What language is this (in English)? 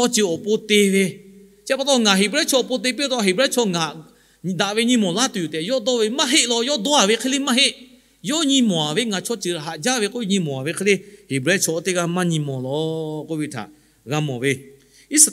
Lahu